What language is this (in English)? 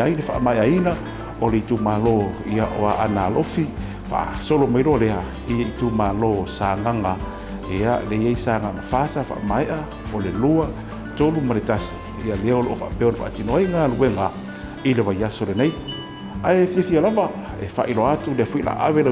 Samoan